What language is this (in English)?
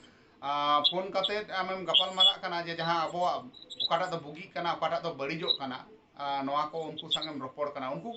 Santali